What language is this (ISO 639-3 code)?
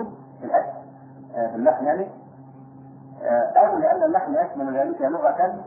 ara